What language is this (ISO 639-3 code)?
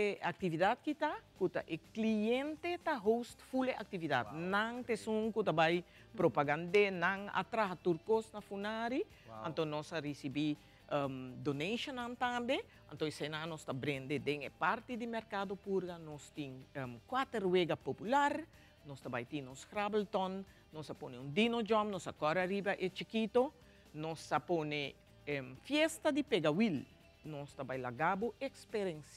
pap